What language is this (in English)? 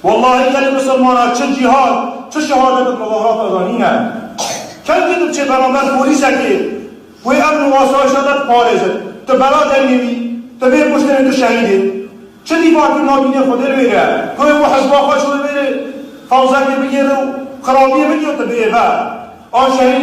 Kurdish